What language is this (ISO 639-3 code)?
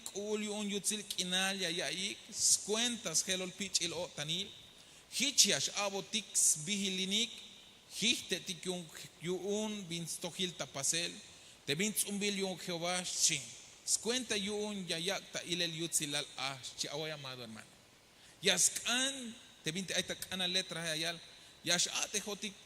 tzh